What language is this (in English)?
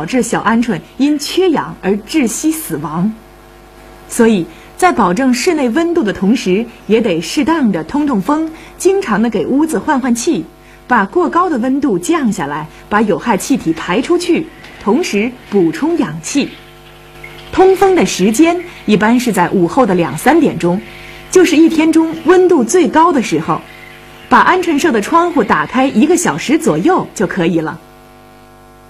Chinese